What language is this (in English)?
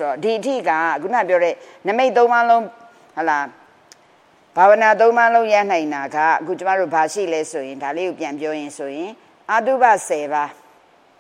Burmese